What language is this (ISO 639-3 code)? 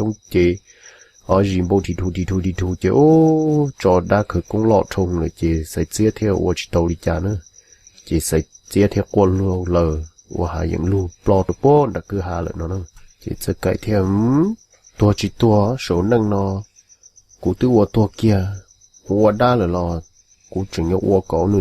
hmn